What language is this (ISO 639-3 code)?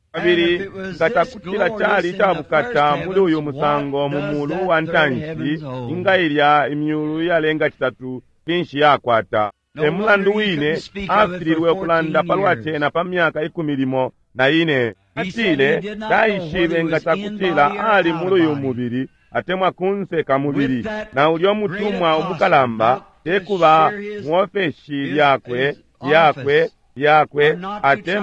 bem